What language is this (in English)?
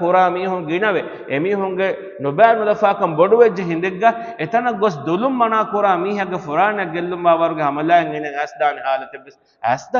Divehi